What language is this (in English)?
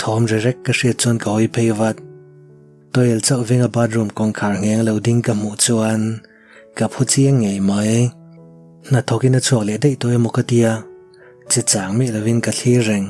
Mizo